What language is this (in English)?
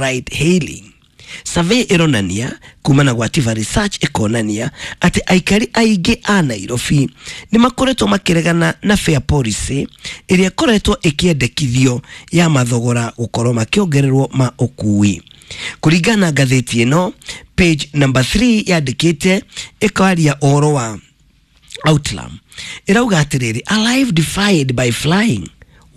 Kikuyu